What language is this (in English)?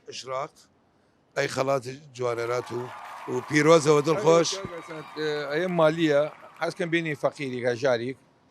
Southern Kurdish